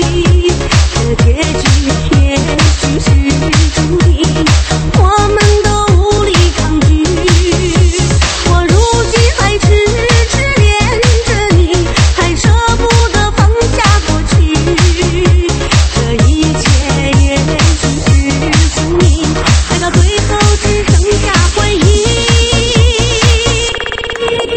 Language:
Chinese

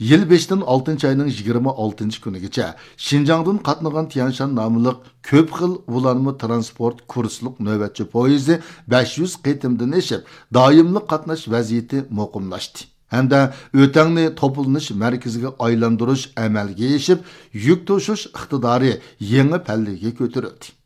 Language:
Uyghur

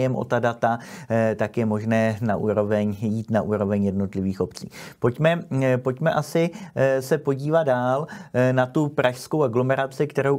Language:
Czech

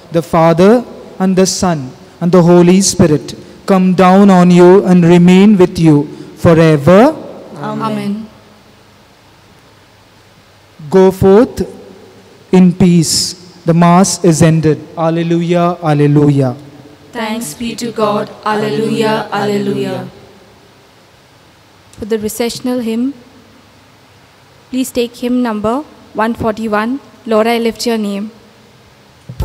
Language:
English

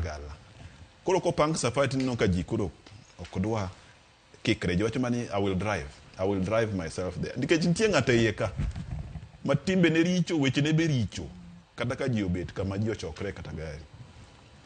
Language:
Luo (Kenya and Tanzania)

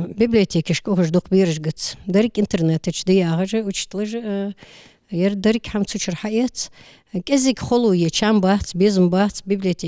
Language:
Ingush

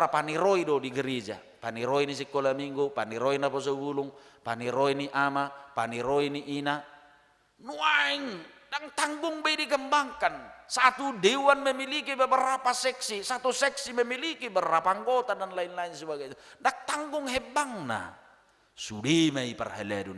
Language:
Batak Toba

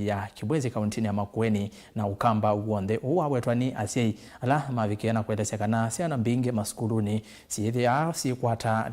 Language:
Kamba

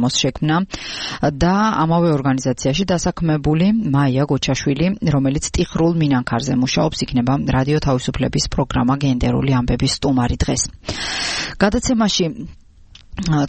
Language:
Georgian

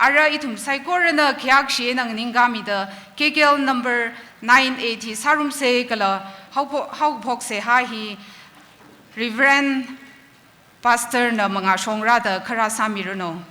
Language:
Tangkhul Naga (India)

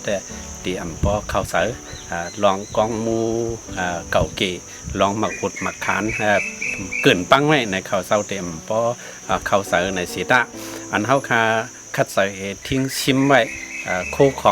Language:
Shan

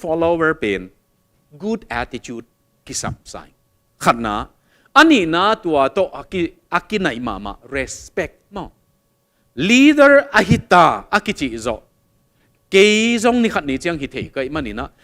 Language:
Tedim Chin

